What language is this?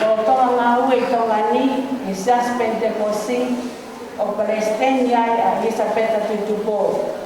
Tongan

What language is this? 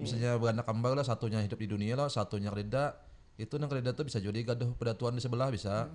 Banjar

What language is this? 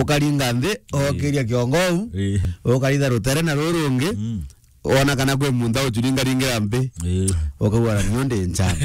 Meru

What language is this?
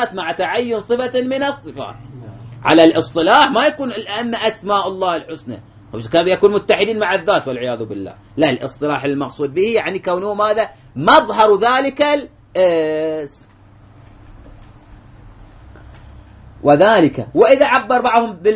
Arabic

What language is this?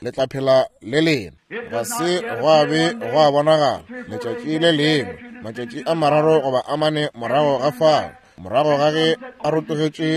Northern Sotho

